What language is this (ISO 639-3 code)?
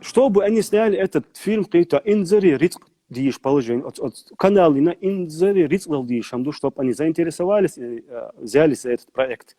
che